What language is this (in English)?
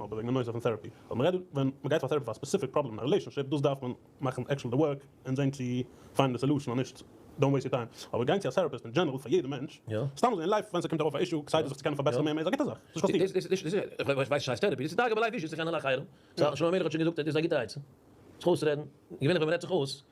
Yiddish